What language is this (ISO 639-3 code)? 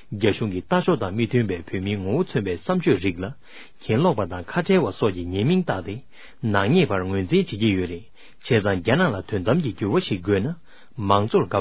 bod